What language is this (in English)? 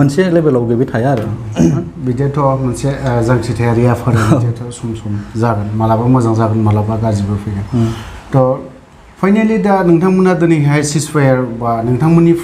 Bodo